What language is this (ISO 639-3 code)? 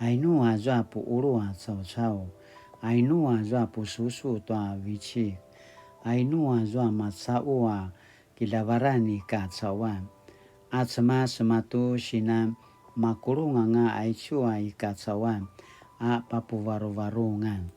pwn